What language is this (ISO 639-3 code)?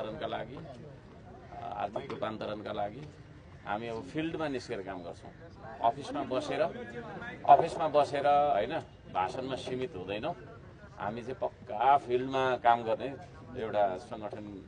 nep